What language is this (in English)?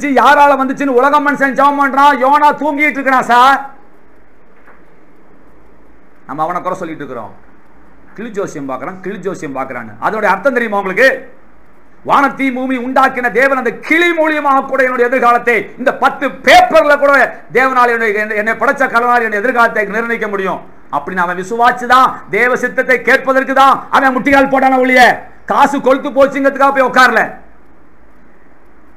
Tamil